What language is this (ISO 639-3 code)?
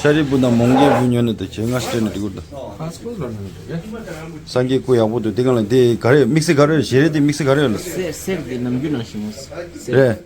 bod